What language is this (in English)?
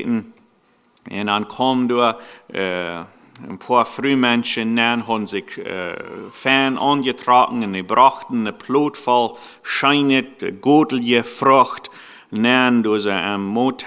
Plautdietsch